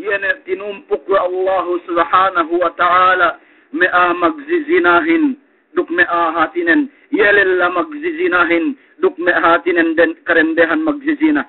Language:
Yakan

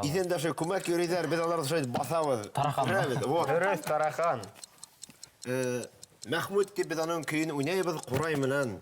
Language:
Bashkir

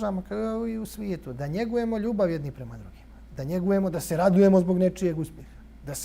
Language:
Bosnian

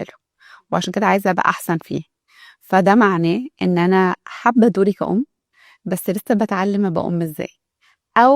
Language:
Egyptian Arabic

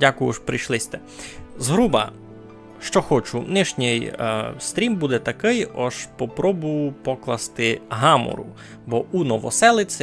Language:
Rusyn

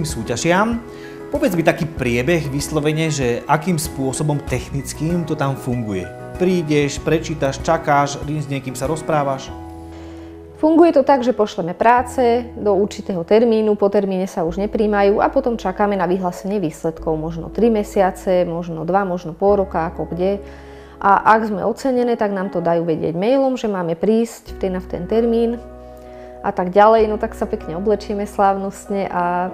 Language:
Slovak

